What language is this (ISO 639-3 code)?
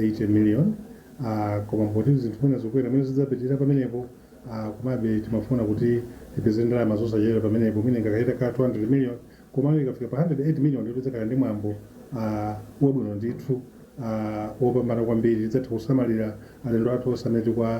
nya